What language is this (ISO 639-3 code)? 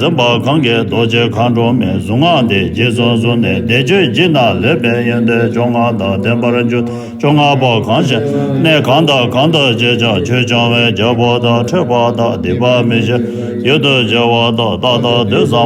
bod